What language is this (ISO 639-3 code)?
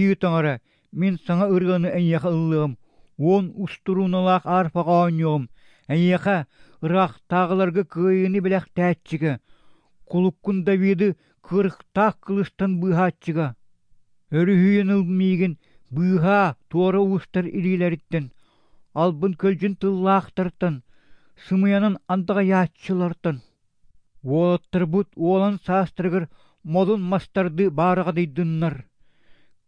sah